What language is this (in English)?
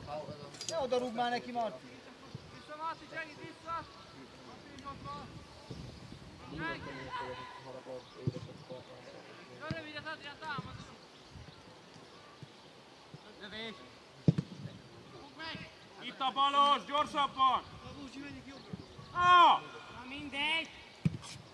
Hungarian